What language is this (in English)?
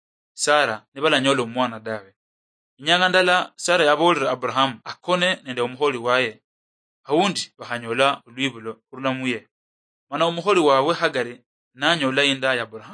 Luyia